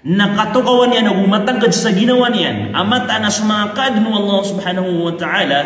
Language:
Maranao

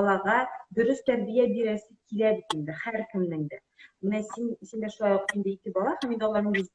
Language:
Tatar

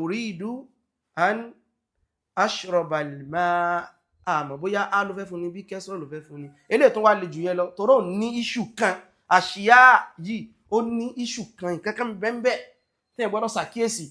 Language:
Yoruba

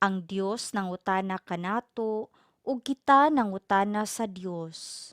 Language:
Cebuano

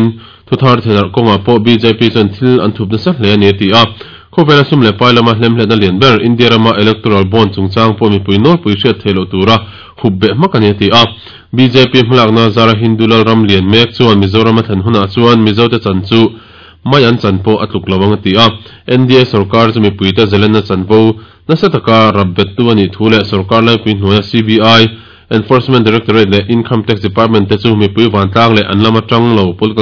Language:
Mizo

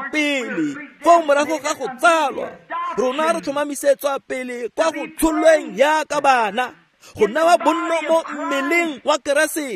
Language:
Tswana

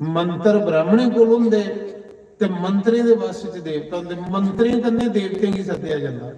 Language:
Dogri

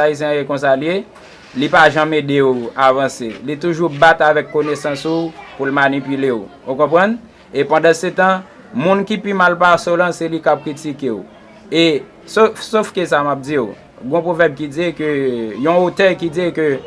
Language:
Haitian Creole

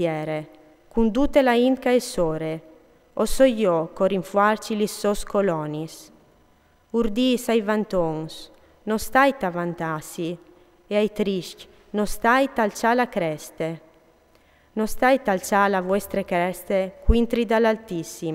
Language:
Friulian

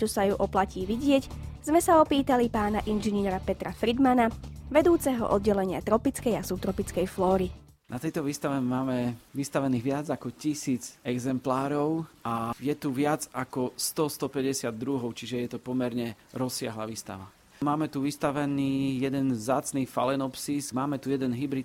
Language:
Slovak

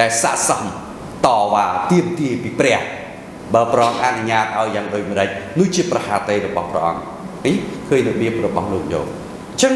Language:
Khmer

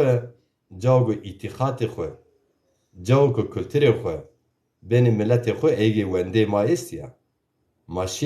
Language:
Zaza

